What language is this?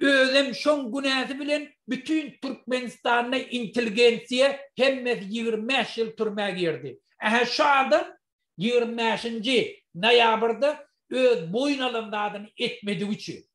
Turkmen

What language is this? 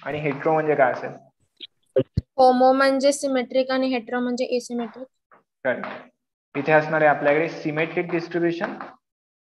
Marathi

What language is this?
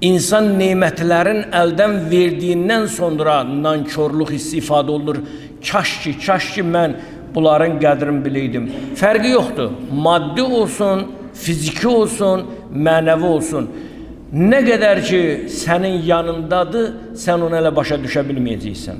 Azerbaijani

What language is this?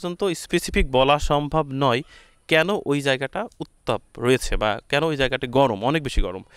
Bangla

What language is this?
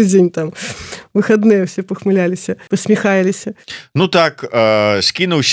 Belarusian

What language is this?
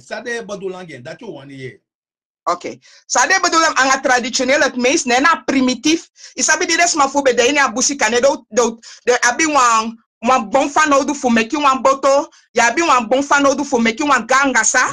Sranan Tongo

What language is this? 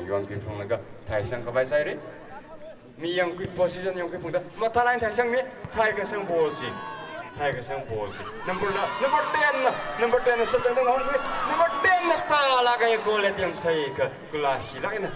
Tangkhul Naga (India)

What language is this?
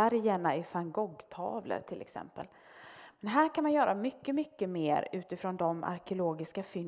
Swedish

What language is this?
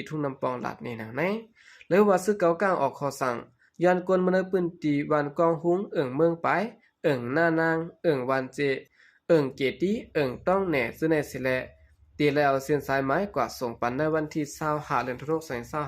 Shan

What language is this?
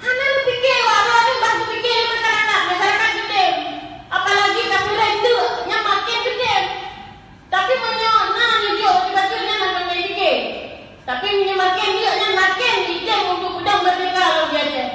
Achinese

